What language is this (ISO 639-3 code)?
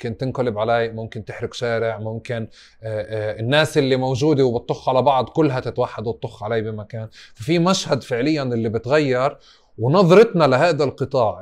apc